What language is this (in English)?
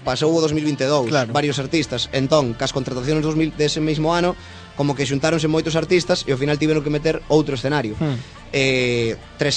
Galician